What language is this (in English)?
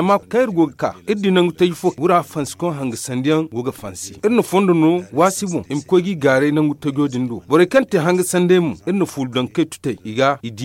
Zarma